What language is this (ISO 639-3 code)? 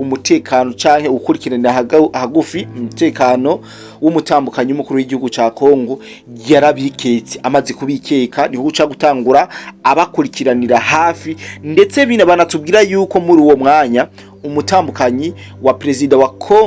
run